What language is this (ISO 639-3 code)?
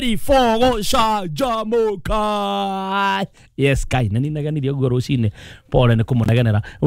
kik